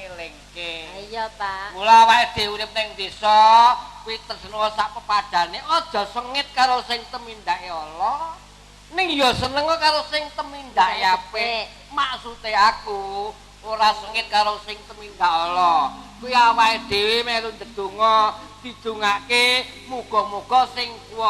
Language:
Javanese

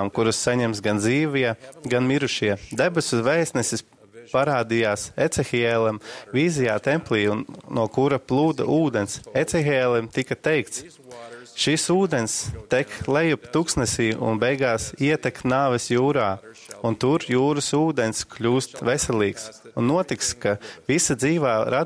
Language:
Latvian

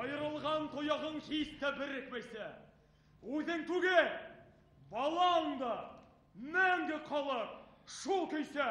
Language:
Bashkir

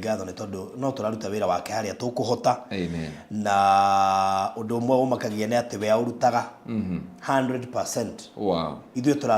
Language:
Kikuyu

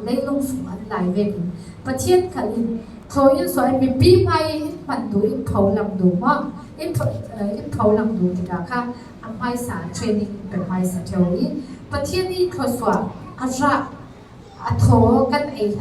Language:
Falam Chin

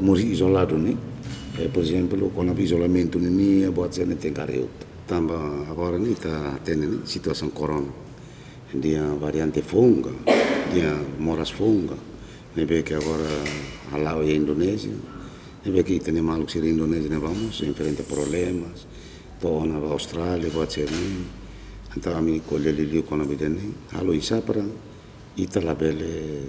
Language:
Tetum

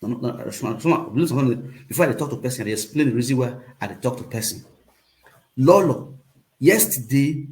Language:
Nigerian Pidgin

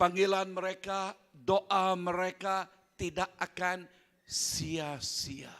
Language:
Iban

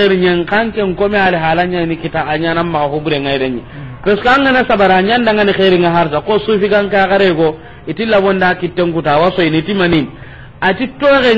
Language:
Soninke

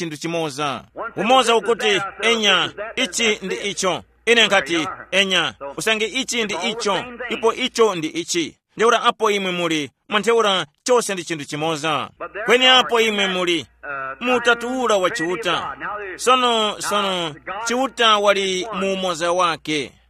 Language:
Tumbuka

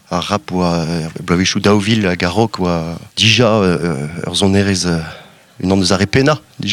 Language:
Breton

